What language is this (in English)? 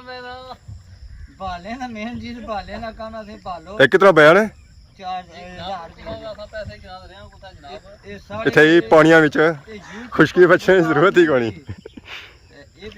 Pahari-Potwari